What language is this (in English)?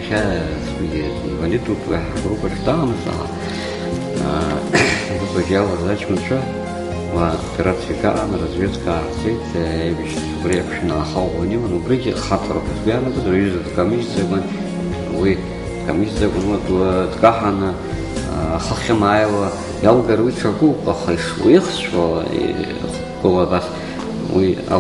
Abkhazian